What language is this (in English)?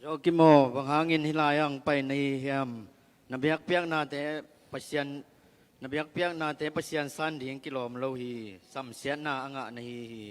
Tedim Chin